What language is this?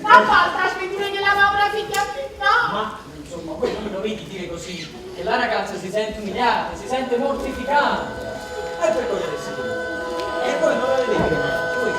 Neapolitan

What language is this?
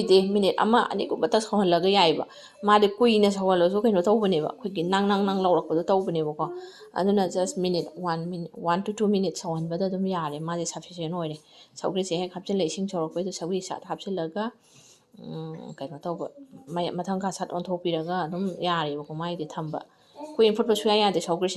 Manipuri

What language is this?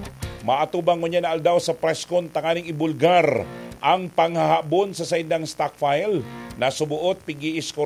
Bikol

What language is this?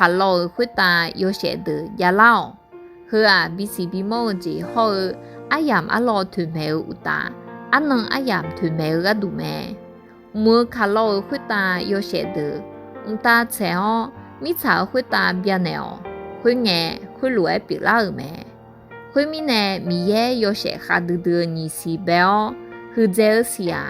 Akha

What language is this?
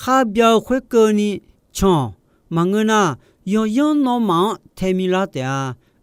Akha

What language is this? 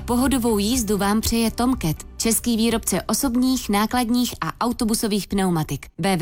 Czech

